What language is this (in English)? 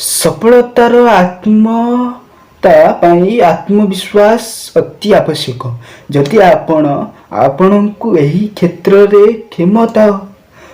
Odia